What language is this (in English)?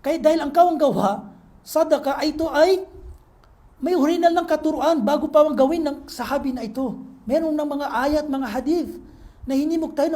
Maranao